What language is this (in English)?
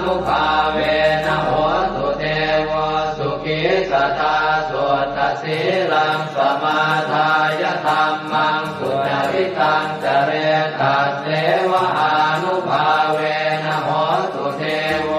Pali